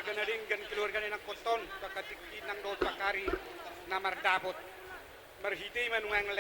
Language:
Batak Toba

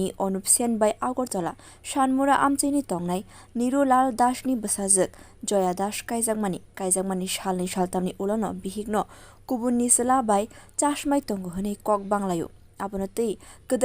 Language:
Kok Borok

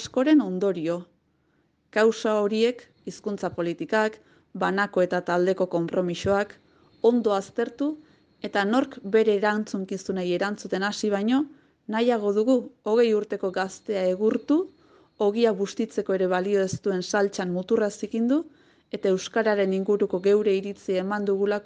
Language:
Basque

